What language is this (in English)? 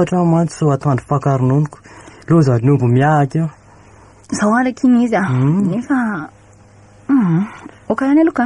Malagasy